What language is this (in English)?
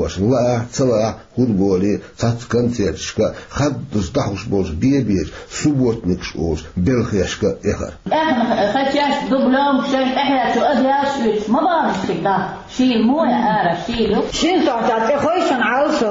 Chechen